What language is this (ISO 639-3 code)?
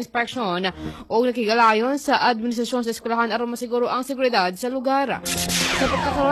ceb